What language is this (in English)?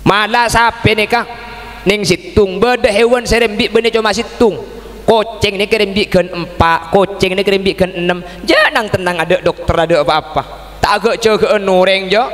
Madurese